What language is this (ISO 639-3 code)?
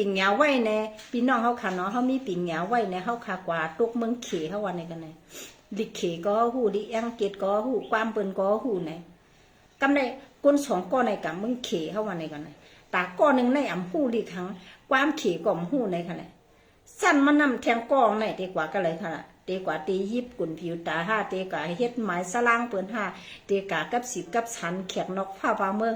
shn